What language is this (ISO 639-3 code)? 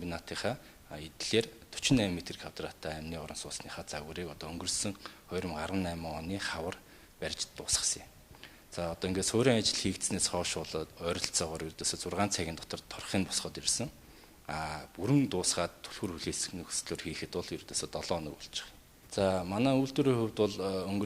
mon